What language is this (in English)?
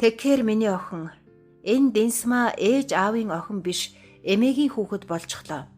Mongolian